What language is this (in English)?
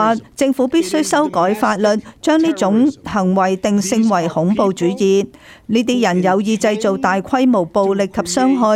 Cantonese